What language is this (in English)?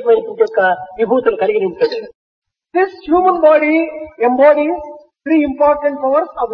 Telugu